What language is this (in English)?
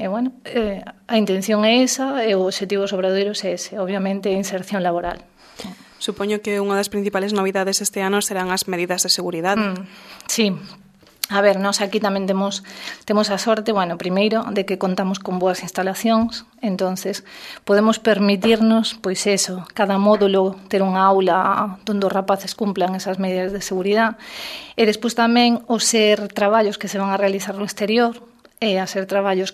Galician